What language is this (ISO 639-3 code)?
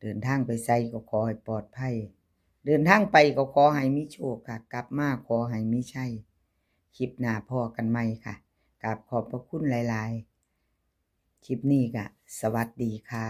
tts